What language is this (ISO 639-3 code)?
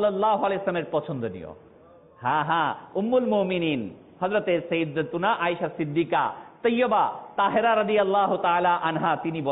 ben